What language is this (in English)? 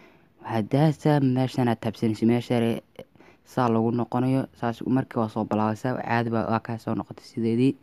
Somali